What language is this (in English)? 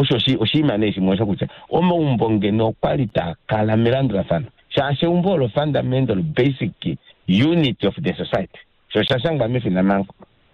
Kuanyama